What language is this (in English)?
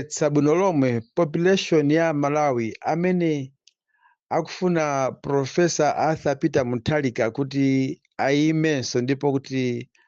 Nyanja